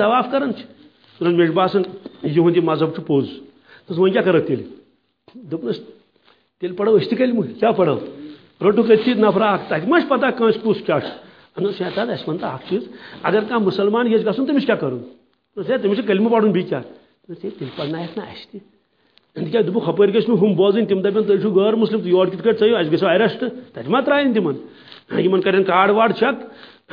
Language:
Kashmiri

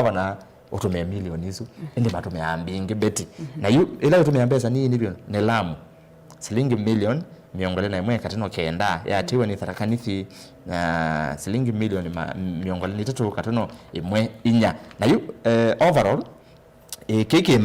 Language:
Kamba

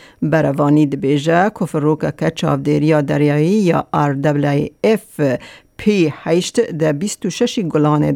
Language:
Kurdish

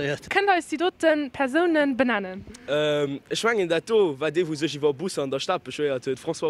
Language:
Luxembourgish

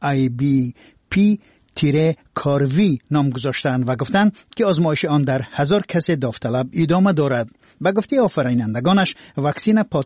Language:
Persian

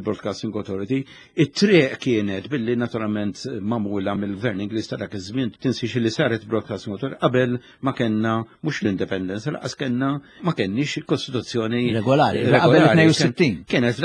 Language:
Maltese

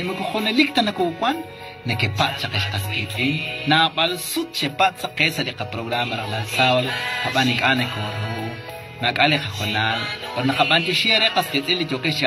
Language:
Kekchí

